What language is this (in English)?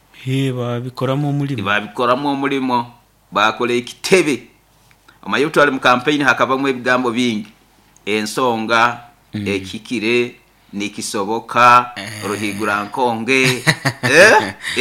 Nyoro